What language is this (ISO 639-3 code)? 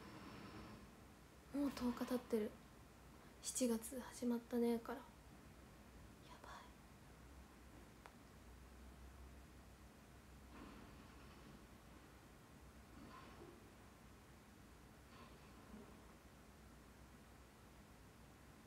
jpn